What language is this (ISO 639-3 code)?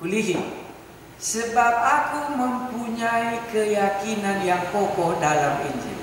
btx